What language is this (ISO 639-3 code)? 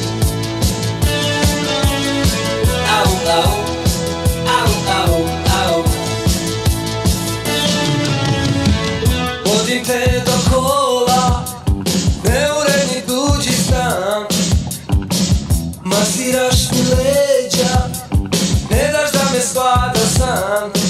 srp